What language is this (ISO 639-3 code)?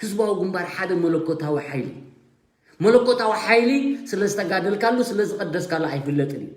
tir